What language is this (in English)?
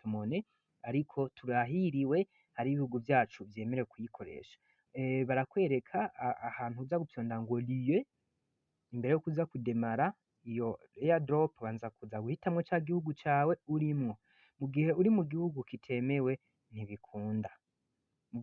Rundi